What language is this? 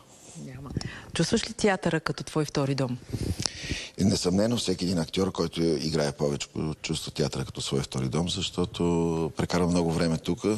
Bulgarian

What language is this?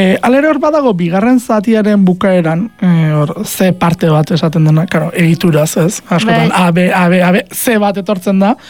Basque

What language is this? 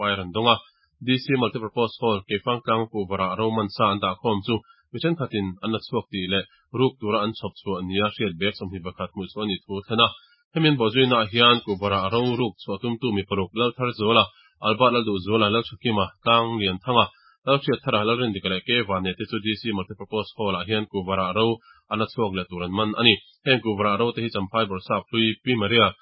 Mizo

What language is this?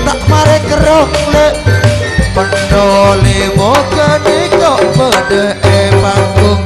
Madurese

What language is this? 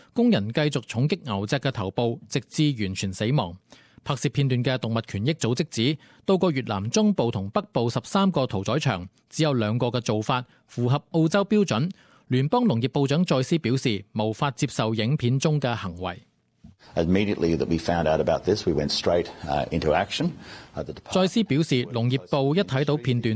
Cantonese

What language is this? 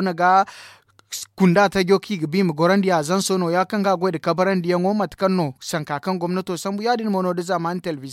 Zarma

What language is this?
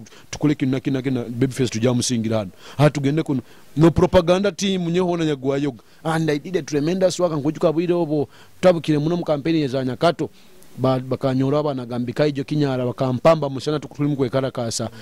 Nyoro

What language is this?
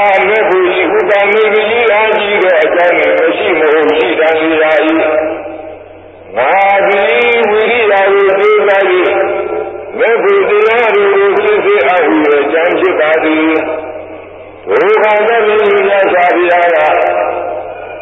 Burmese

